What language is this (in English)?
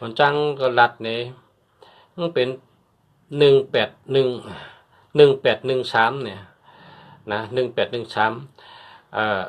Shan